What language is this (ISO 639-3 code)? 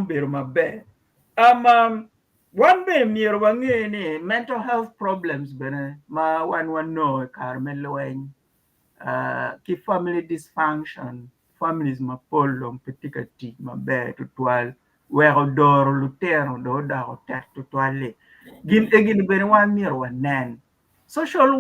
ach